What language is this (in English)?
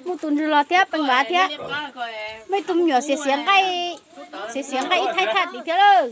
Hmong